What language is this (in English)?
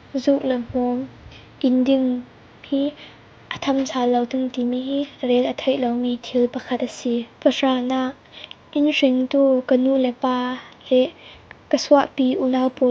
Falam Chin